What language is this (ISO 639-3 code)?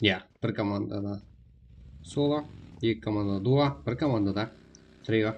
kaa